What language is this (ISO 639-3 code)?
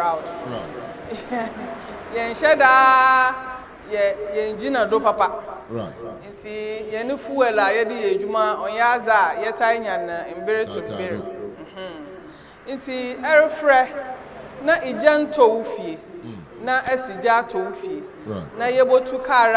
aka